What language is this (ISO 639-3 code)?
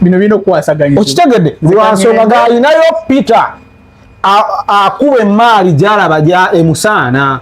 lug